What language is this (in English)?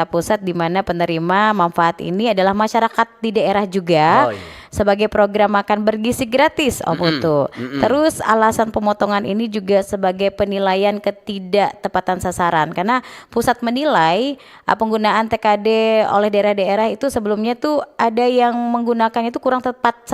Manado Malay